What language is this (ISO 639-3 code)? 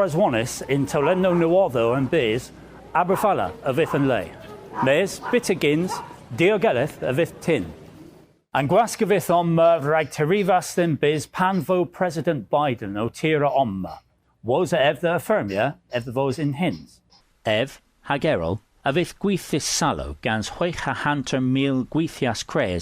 cor